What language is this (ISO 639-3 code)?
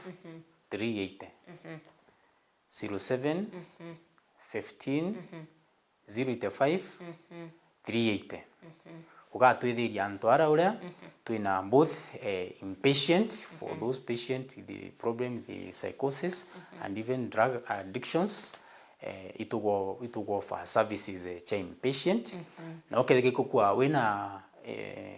mer